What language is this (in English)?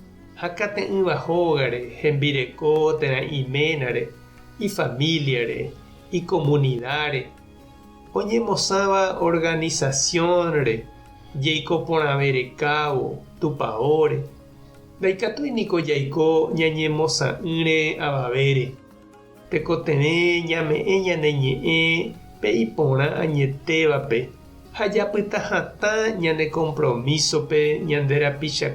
Guarani